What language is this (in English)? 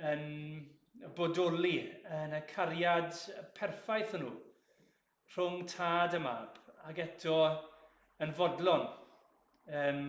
Welsh